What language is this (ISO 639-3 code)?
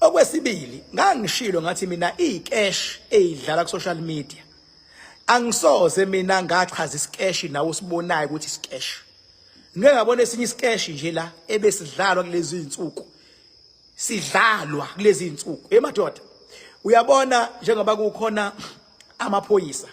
zul